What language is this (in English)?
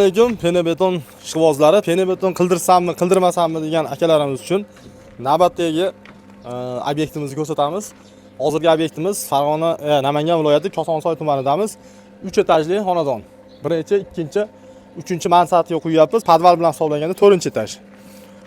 Uzbek